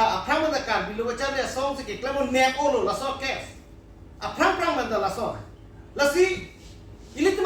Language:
Karbi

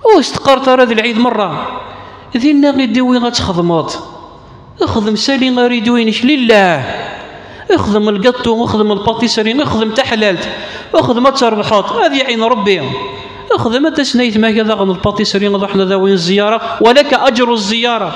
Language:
Kabyle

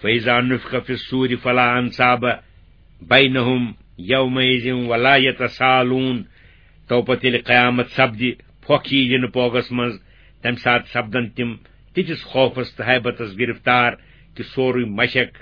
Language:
Kashmiri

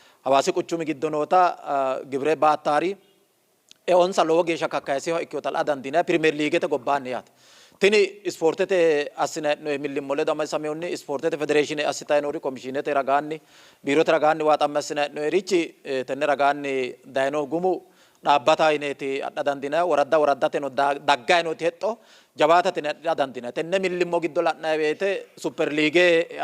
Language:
Sidamo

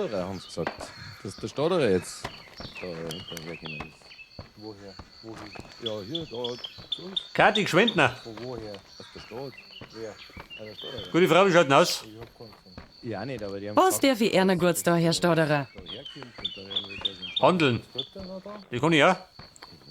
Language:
Bavarian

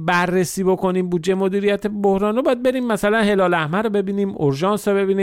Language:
Persian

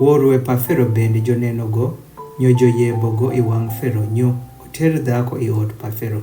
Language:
Adhola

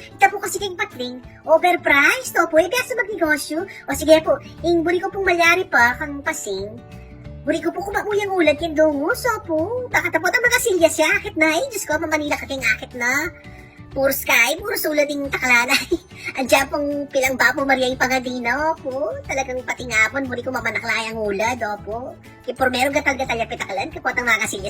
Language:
Pampanga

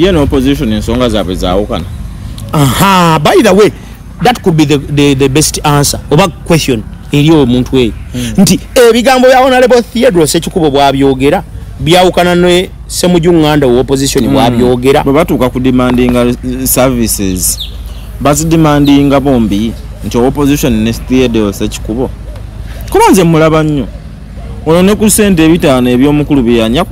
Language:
Ganda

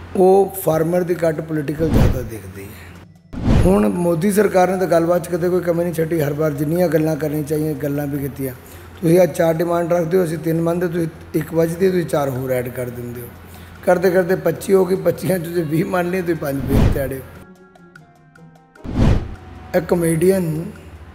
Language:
Punjabi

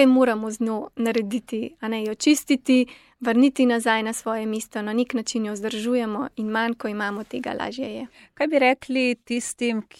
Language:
Slovenian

